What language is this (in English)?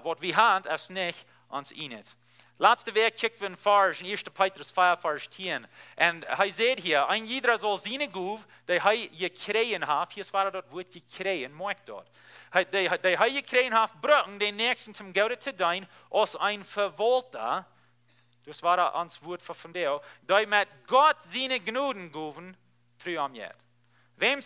Plautdietsch